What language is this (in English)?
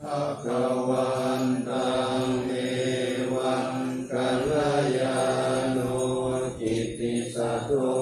Pali